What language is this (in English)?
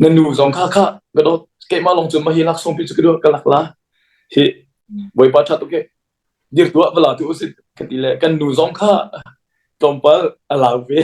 Hakha Chin